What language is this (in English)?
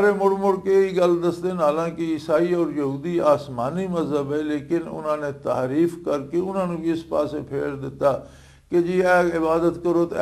Western Panjabi